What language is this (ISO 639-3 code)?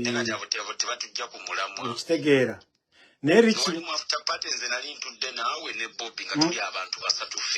lug